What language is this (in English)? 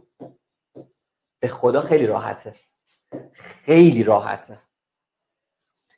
Persian